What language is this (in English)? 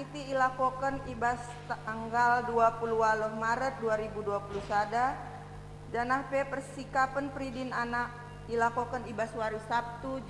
Batak Karo